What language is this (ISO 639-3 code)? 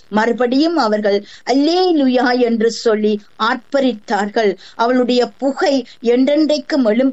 tam